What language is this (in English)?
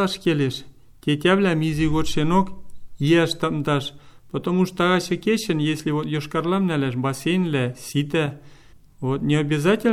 Mari